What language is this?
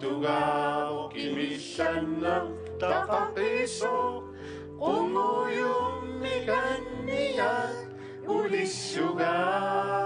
Kalaallisut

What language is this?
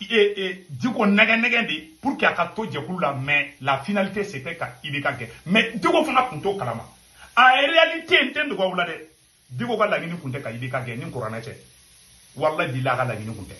Bambara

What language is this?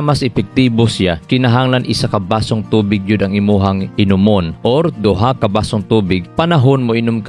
Cebuano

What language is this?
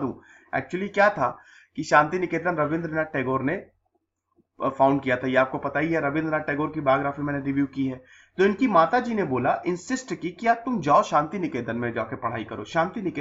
Hindi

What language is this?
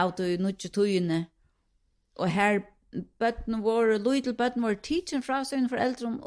Faroese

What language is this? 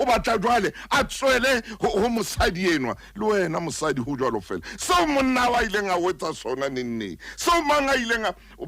Southern Sotho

